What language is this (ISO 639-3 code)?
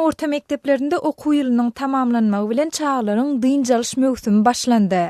tuk